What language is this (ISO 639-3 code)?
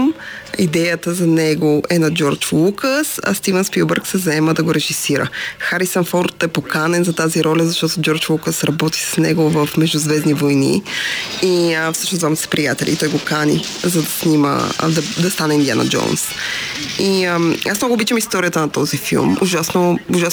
bul